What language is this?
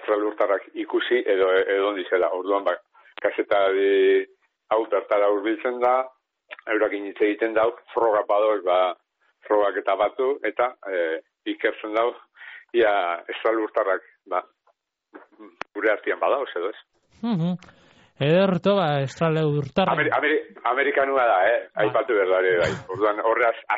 Basque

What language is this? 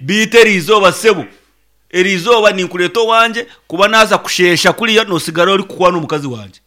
Nyankole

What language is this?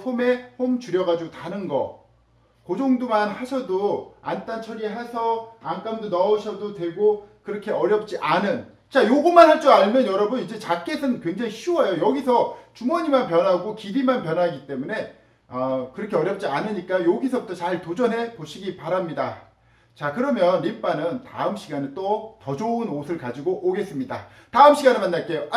Korean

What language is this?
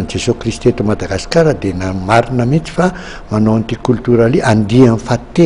Malagasy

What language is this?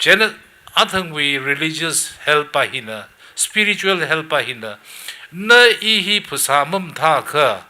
Tangkhul Naga (India)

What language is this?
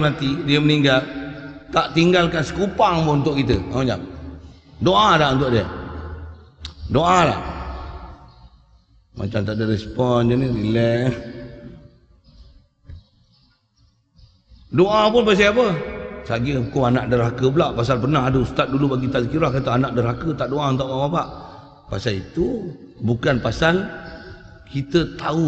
Malay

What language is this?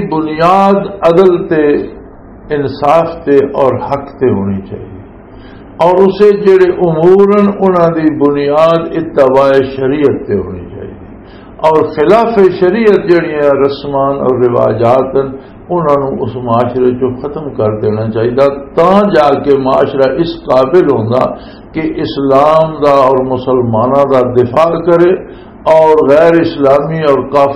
Western Panjabi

